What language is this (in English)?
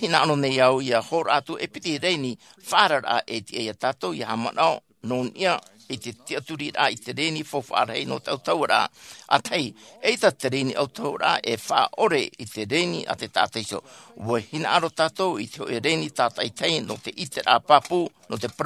Tahitian